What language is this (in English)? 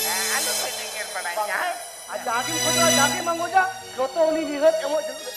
Santali